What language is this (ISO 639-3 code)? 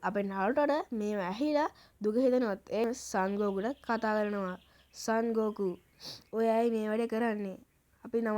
sin